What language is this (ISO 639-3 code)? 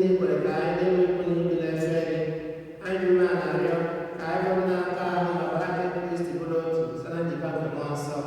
ibo